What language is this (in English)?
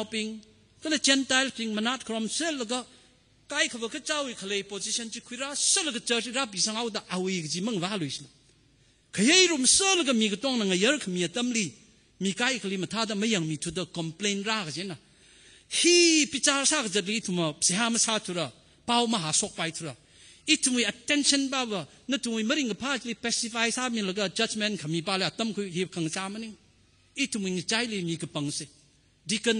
Tangkhul Naga (India)